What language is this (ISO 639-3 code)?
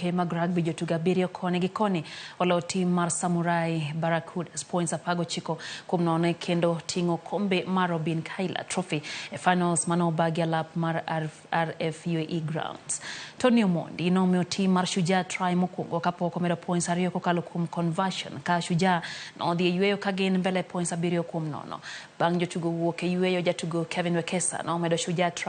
luo